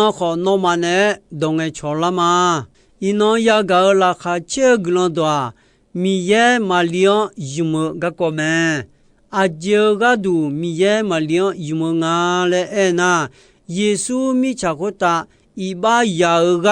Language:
Akha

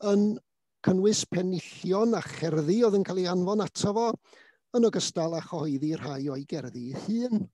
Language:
Welsh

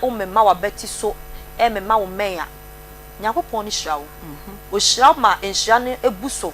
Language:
Akan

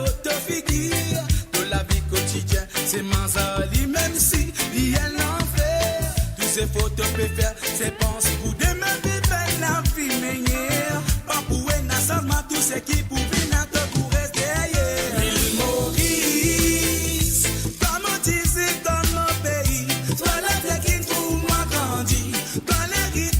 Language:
Morisyen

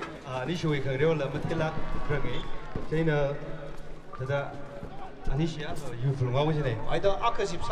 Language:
Tangkhul Naga (India)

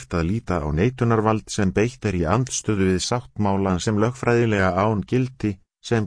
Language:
Icelandic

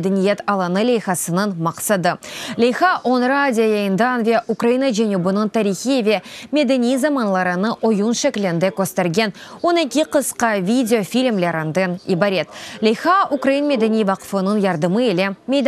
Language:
Crimean Tatar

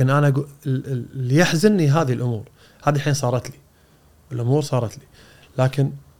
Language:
Gulf Arabic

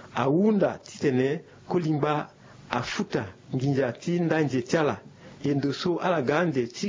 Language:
Sango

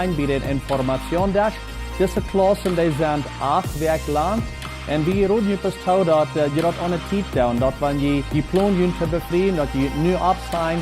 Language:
Plautdietsch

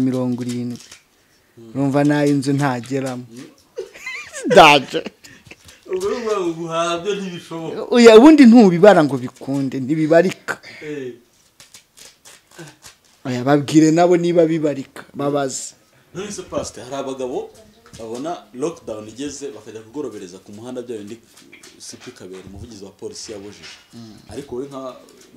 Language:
Kinyarwanda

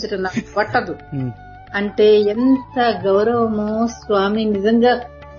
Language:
Telugu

